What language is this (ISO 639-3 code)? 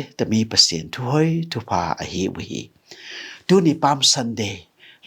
ctd